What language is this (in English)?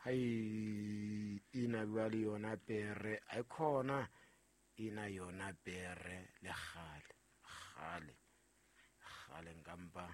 Southern Sotho